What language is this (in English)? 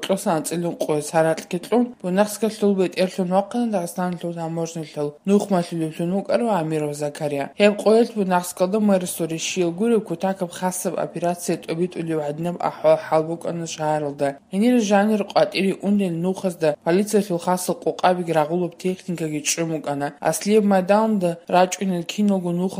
Avaric